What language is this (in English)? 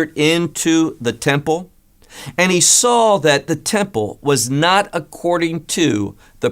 English